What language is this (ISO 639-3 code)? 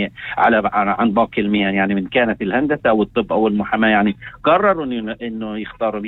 apc